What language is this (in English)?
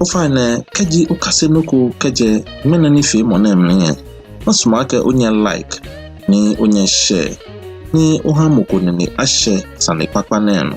Ga